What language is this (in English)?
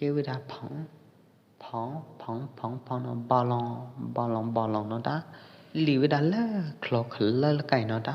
Pwo Eastern Karen